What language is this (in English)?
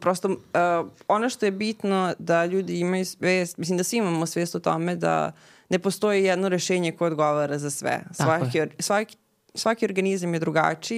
Serbian